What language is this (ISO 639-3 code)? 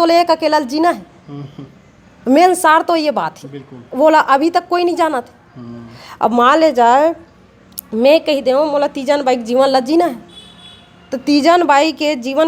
hne